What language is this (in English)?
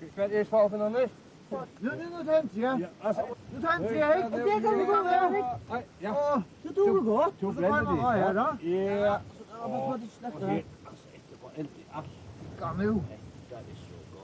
Faroese